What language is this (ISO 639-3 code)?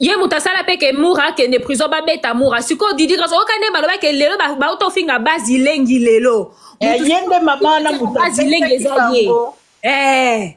lin